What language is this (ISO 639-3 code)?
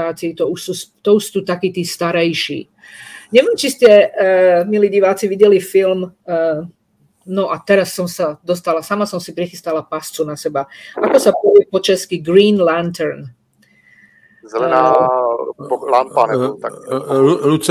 slk